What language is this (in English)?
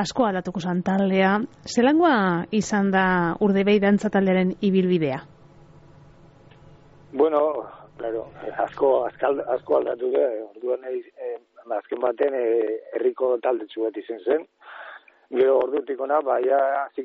Basque